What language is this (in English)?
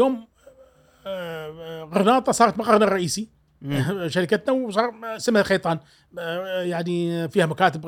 Gulf Arabic